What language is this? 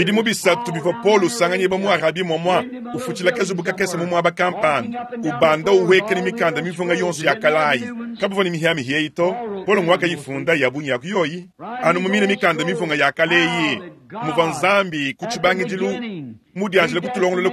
Luba-Lulua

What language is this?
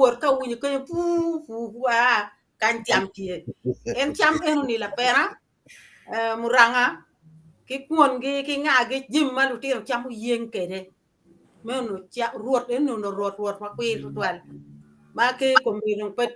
Acoli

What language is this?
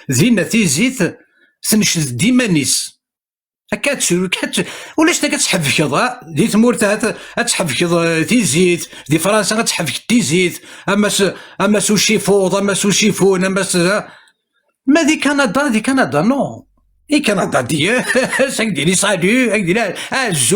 Kabyle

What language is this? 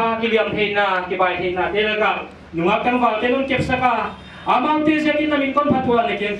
Paite Chin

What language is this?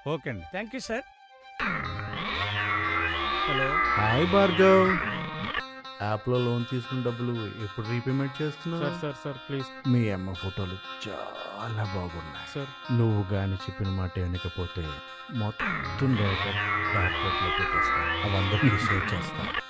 Telugu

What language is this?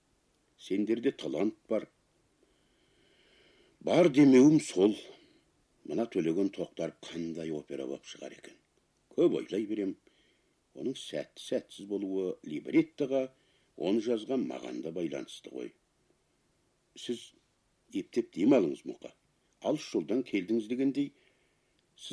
Kazakh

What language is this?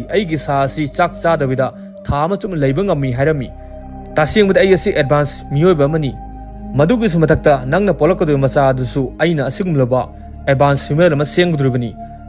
Manipuri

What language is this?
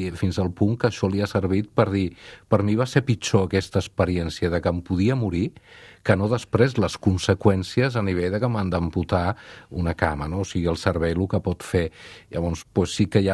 Catalan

